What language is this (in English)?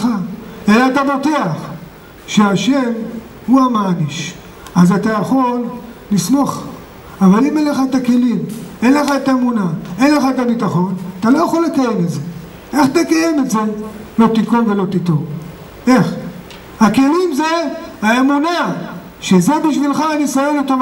Hebrew